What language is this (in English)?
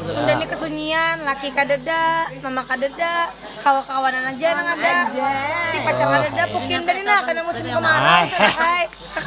Banjar